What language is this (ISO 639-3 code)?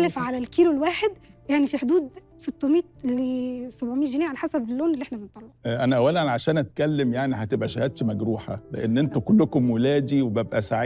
arz